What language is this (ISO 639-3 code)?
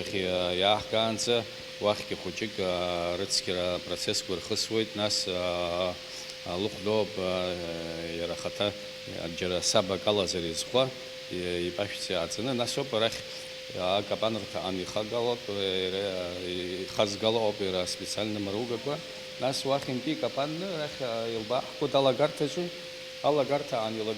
abk